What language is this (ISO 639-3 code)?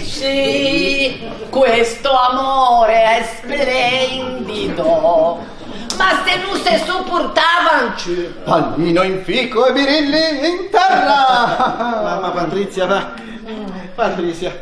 lij